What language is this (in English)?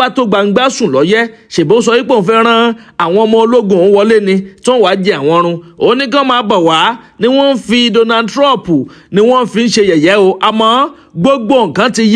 Yoruba